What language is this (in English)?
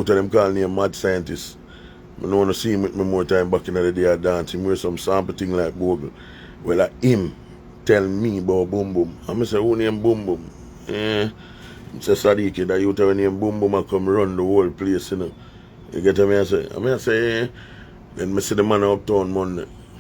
Jamaican Creole English